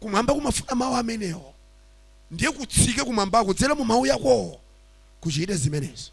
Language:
Nyanja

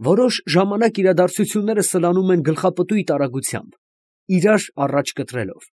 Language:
Armenian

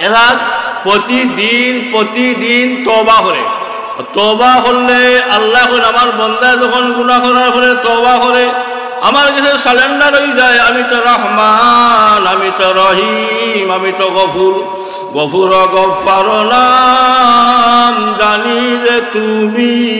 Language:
Sylheti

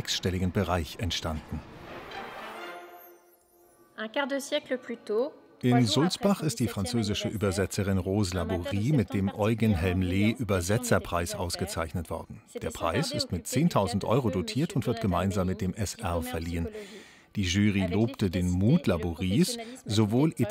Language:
German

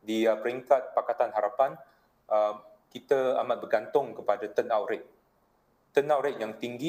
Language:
Malay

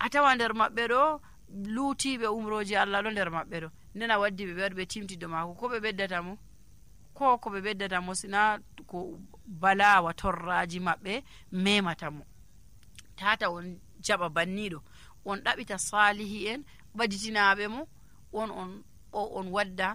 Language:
Nigerian Fulfulde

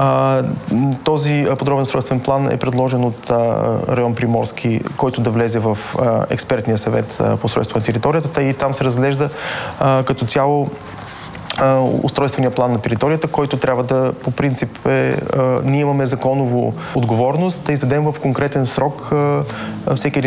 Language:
Bulgarian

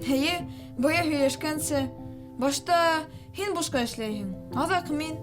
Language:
Bashkir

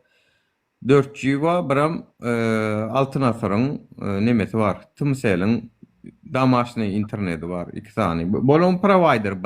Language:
Turkmen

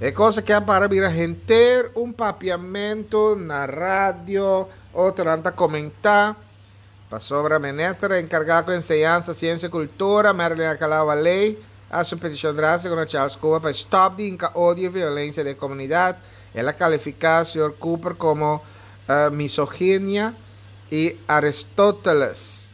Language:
Papiamento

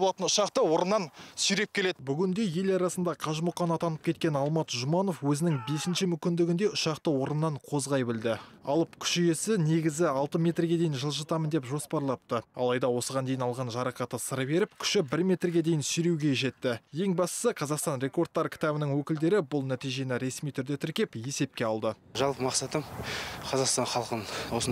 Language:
Kazakh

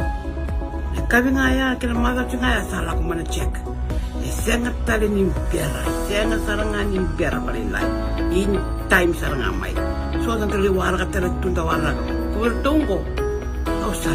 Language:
Fijian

